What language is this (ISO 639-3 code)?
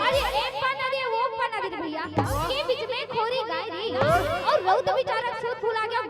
hne